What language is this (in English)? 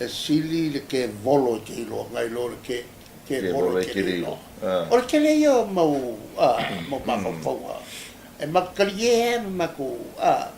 Samoan